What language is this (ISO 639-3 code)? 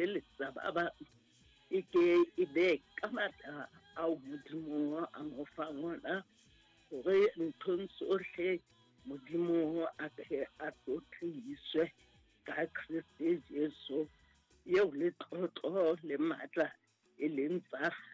sot